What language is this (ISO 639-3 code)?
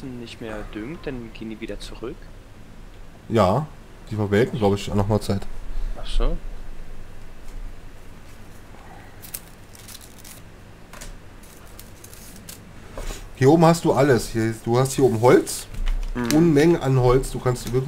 deu